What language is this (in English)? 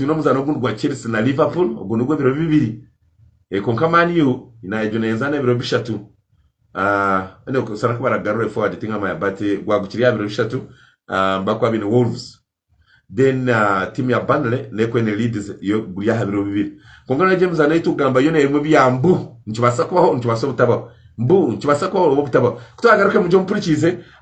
Nyankole